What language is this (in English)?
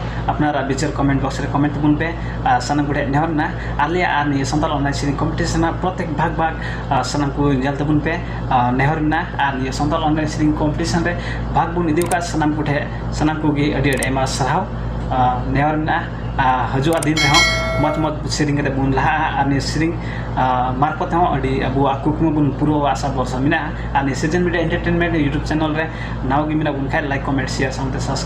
Santali